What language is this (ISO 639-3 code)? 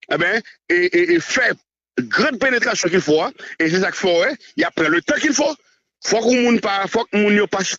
hat